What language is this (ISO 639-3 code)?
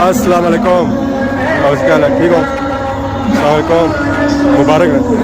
phr